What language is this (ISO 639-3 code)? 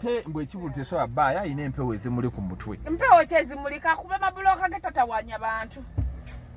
lug